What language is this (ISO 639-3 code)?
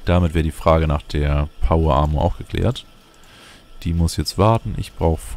deu